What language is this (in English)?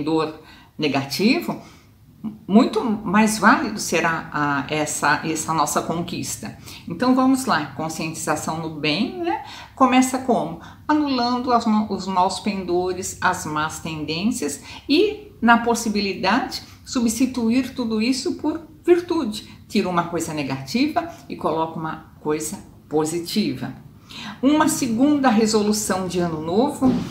Portuguese